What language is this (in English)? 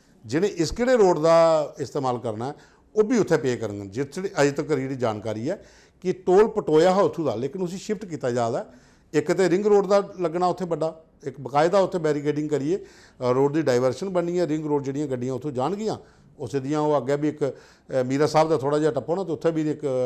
Dogri